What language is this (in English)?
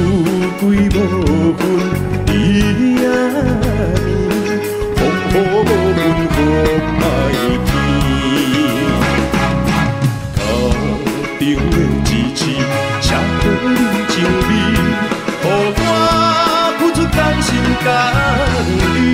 Min Nan Chinese